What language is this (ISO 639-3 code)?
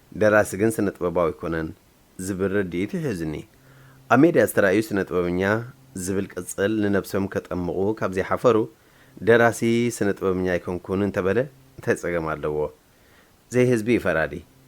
tir